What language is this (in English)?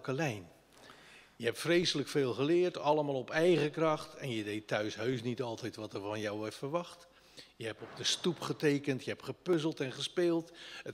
Dutch